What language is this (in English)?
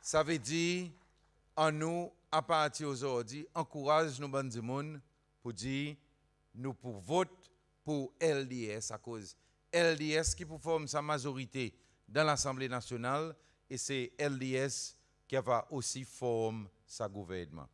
Seselwa Creole French